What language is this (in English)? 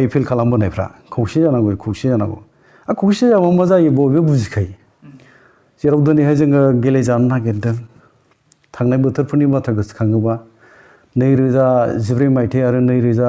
Bodo